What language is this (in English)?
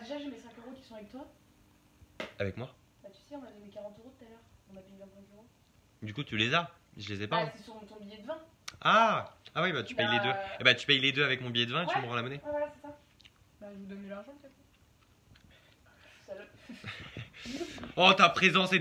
French